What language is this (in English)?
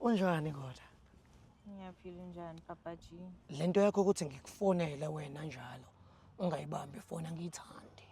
Zulu